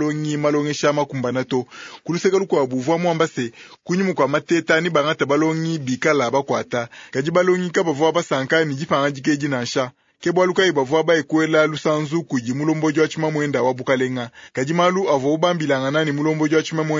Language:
Luba-Lulua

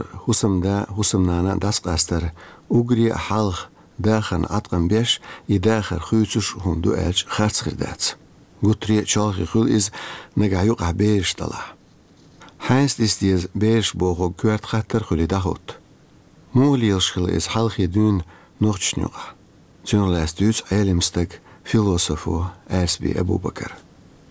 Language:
Chechen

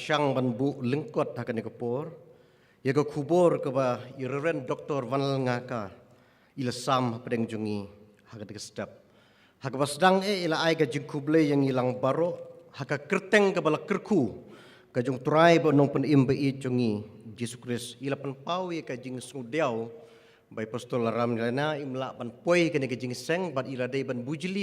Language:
Khasi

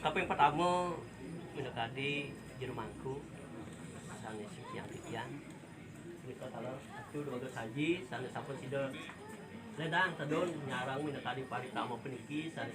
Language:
Balinese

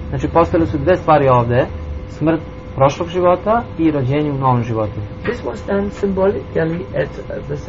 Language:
Serbian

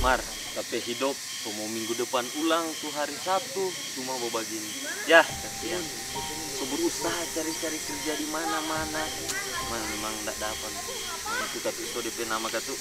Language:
Manado Malay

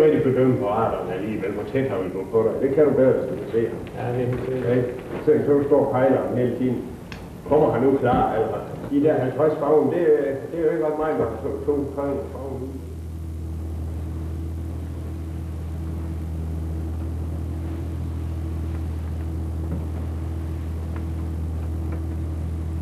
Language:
Danish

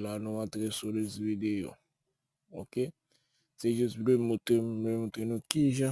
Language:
Haitian Creole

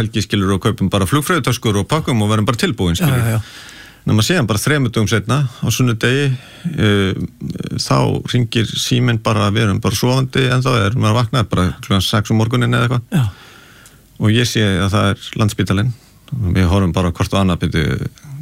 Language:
Icelandic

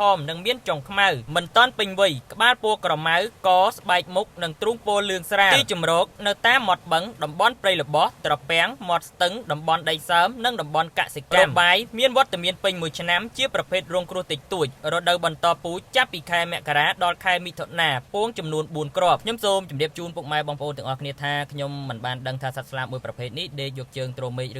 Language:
Khmer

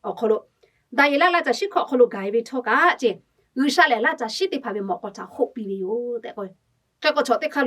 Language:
Lahu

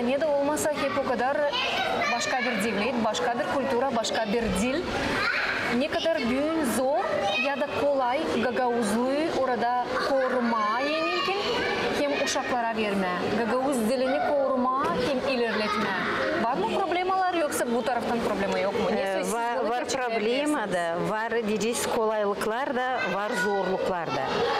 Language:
Gagauz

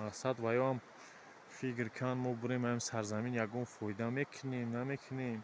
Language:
Tajik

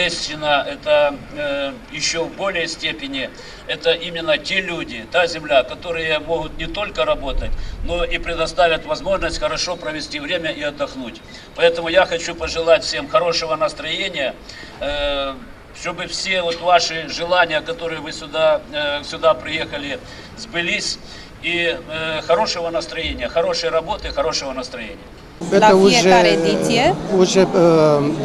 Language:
Russian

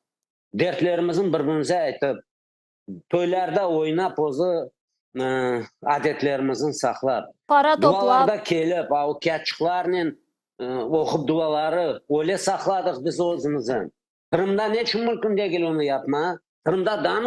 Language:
Crimean Tatar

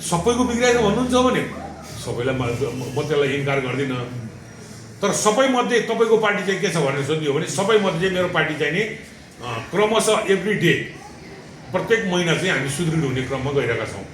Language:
Nepali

